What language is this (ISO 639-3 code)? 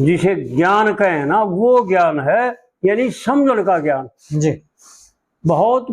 bgc